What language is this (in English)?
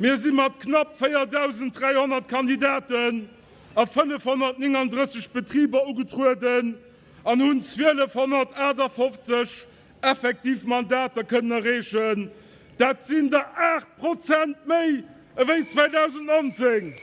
Luxembourgish